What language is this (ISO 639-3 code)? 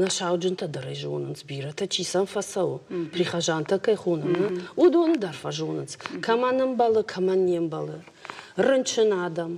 oss